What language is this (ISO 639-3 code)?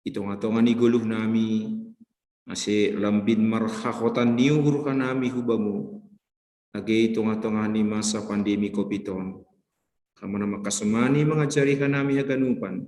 bts